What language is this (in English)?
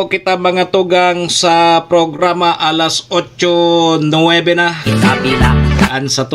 Bikol